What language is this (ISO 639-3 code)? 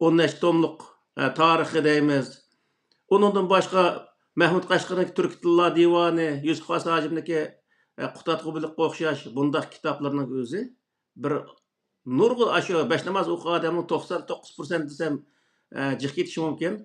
uig